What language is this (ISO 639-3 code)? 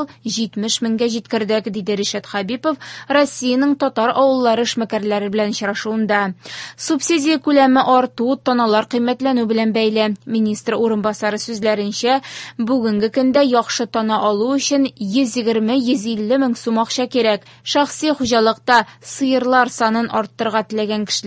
tat